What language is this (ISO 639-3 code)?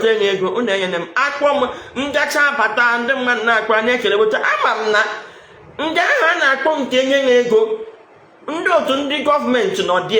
ibo